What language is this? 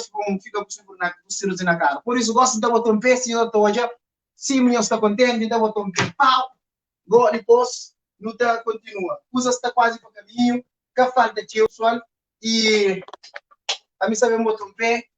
Kabuverdianu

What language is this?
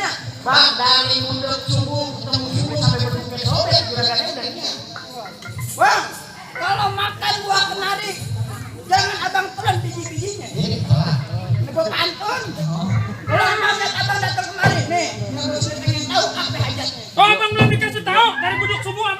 Betawi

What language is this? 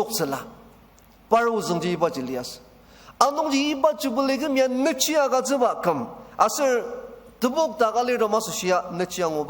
Ao Naga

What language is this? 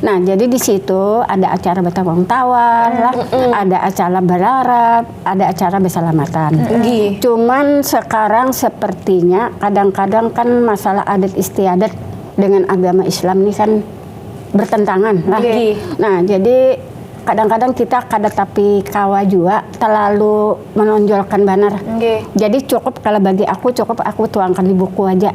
Banjar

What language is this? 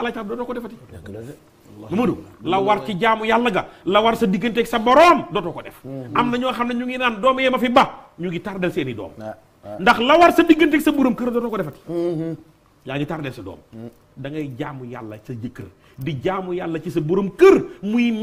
Wolof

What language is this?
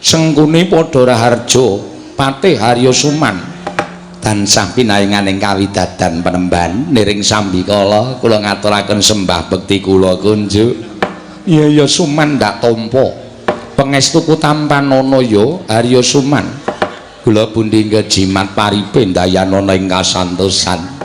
Javanese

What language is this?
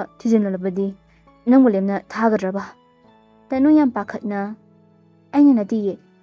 Manipuri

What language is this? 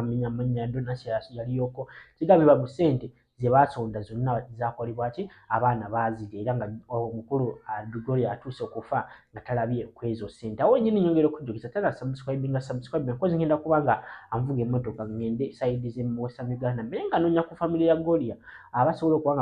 Ganda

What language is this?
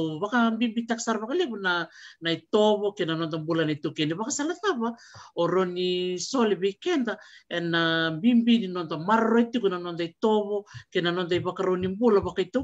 Fijian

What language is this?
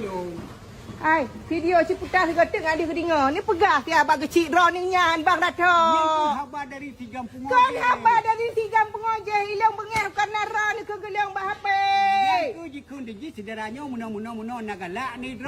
Achinese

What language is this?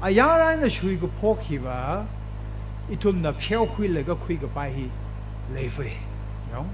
Tangkhul Naga (India)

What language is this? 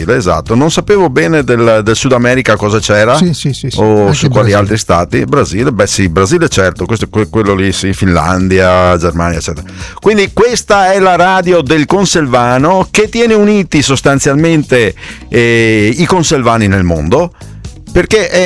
Italian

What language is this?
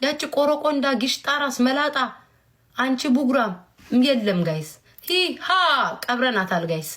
Amharic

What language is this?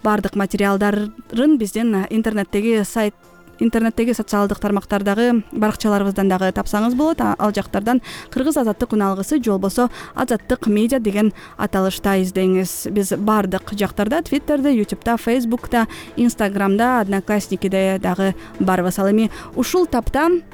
Kyrgyz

